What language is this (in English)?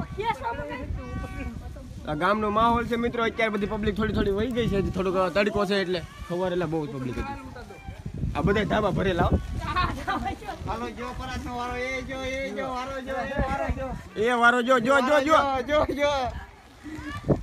Gujarati